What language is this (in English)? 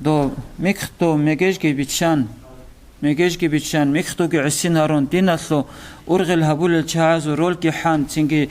Avaric